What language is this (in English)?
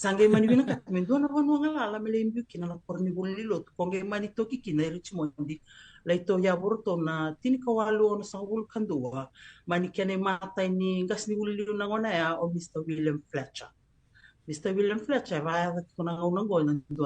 Fijian